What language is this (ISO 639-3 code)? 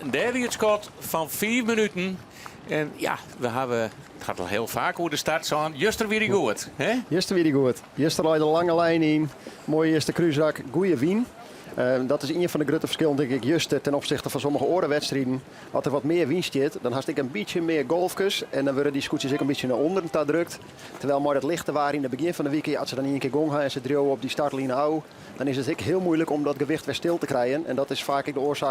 fry